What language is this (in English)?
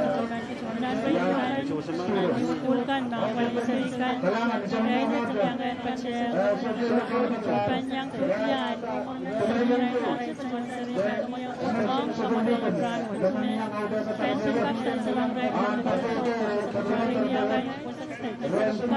Pohnpeian